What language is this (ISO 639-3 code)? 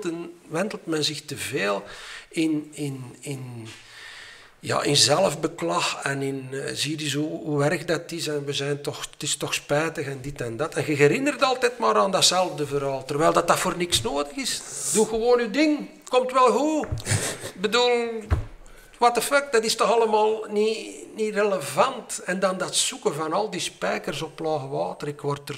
nld